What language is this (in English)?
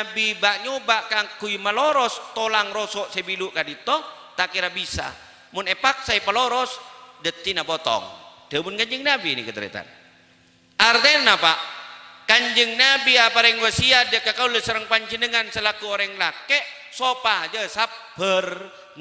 Madurese